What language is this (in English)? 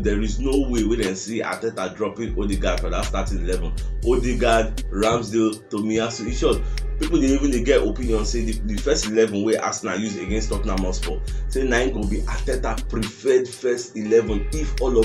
Nigerian Pidgin